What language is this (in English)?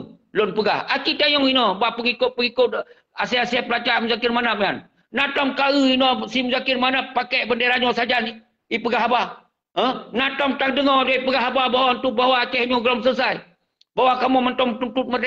Achinese